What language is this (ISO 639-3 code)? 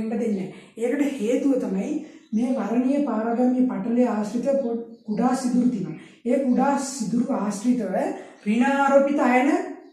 sin